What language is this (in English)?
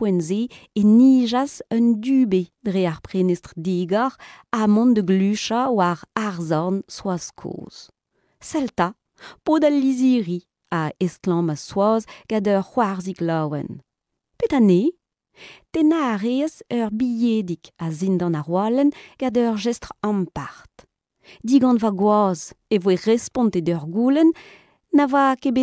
Breton